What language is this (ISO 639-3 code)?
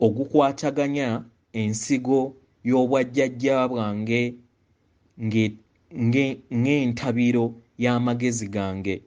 lug